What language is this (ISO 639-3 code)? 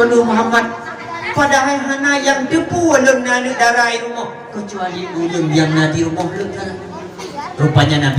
ace